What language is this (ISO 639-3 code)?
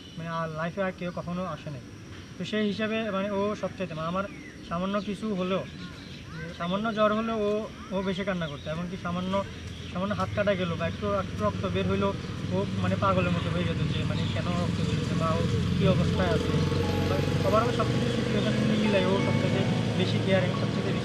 ben